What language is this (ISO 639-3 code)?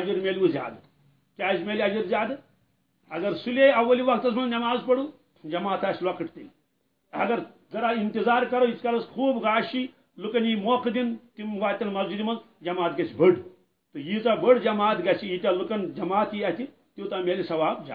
kas